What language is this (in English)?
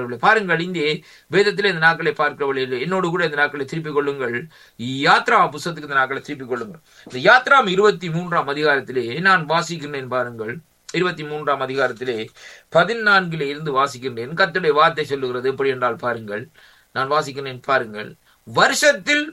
Tamil